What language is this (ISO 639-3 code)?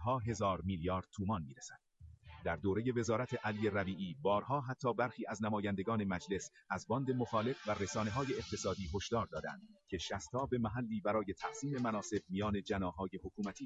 fas